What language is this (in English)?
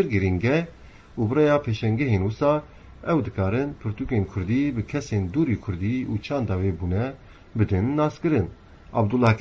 Kurdish